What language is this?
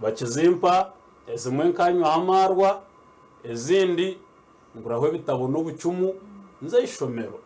Nyankole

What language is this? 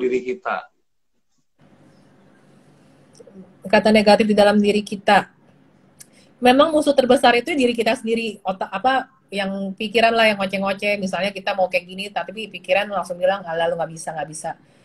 Indonesian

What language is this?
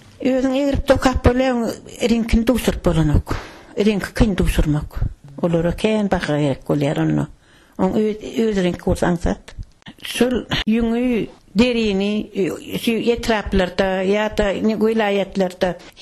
Turkmen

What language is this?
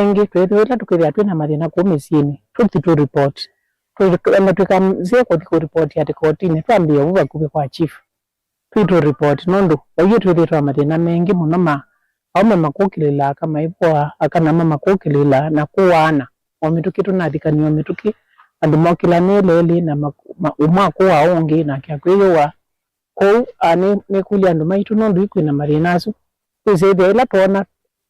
Kamba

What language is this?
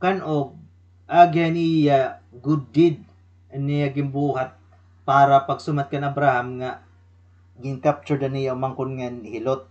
Waray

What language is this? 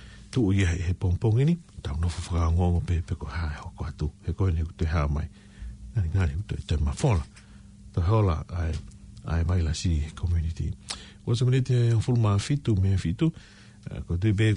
Tongan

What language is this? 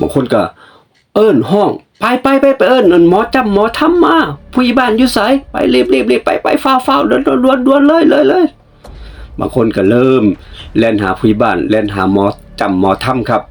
Northeastern Thai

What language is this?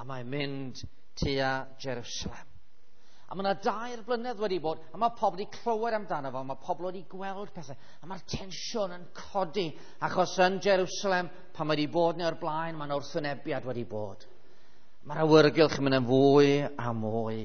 Welsh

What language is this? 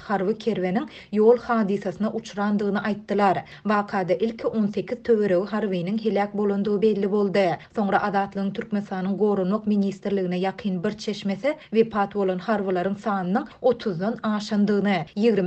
Turkmen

